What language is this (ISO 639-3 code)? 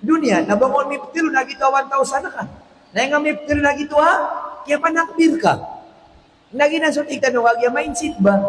mrw